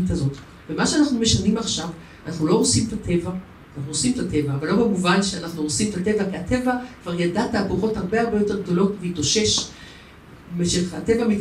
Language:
Hebrew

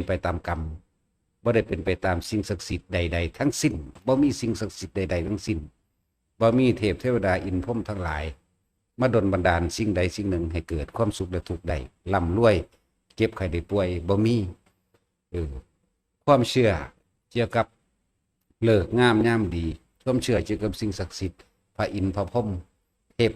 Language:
Lao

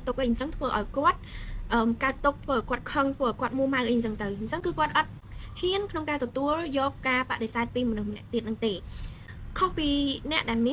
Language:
Khmer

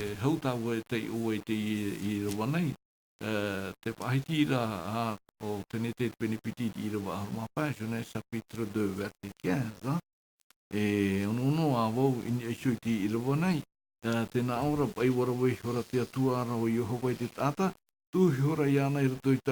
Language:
Tahitian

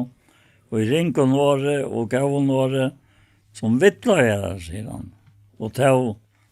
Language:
Faroese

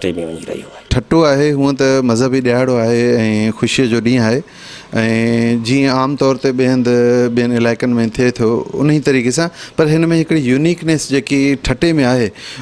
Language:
Sindhi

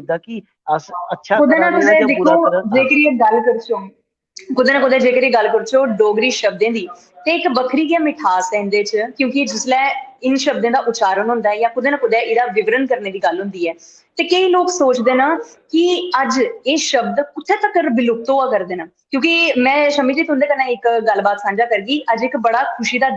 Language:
Dogri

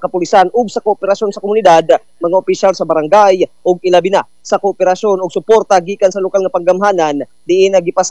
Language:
Cebuano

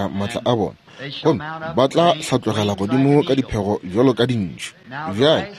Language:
Northern Sotho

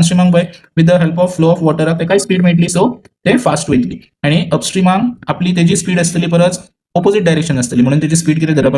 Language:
Konkani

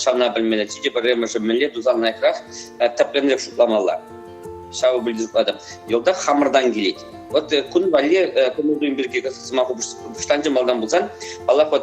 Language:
Chuvash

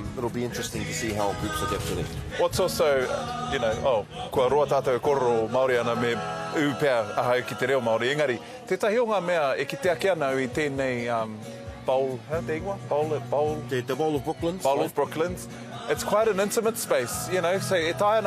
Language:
Māori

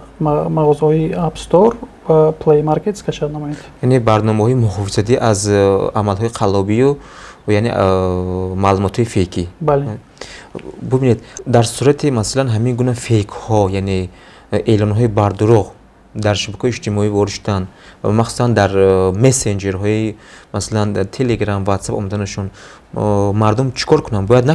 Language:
Tajik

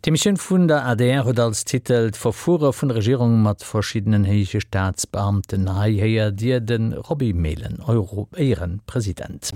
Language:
Luxembourgish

